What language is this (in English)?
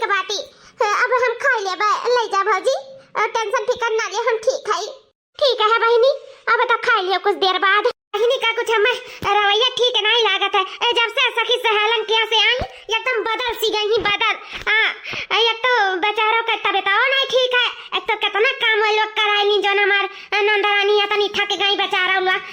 Awadhi